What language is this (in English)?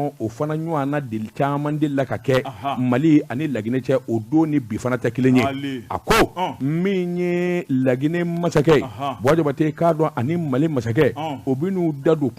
Bambara